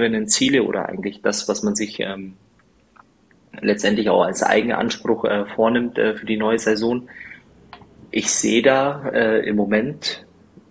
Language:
German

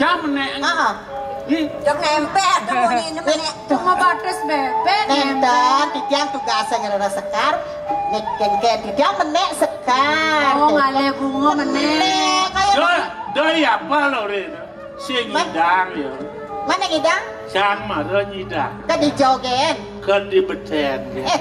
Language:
Balinese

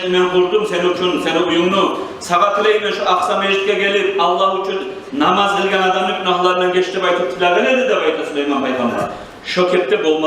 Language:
Kumyk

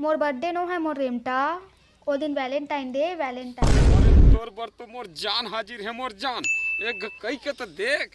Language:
Chhattisgarhi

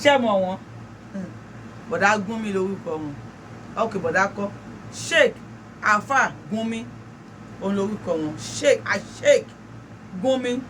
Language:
Yoruba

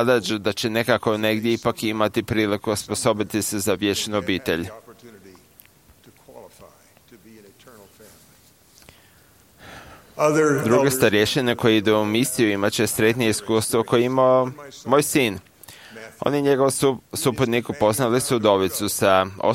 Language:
Croatian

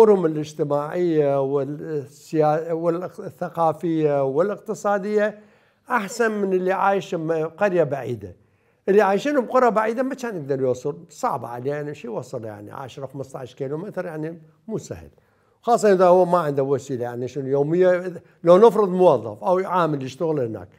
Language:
Mesopotamian Arabic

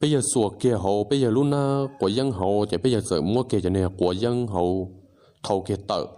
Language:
Hmong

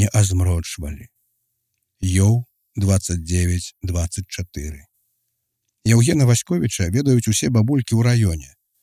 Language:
Belarusian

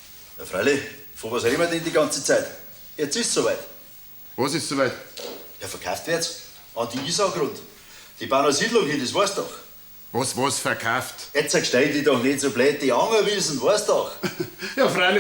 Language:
Bavarian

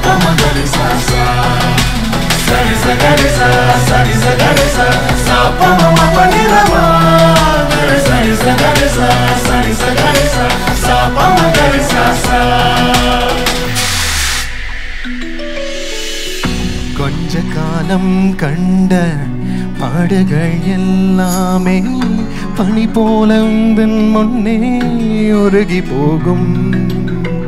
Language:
Tamil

